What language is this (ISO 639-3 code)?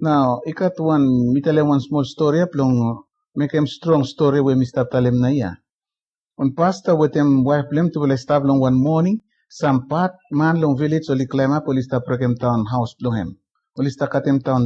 bis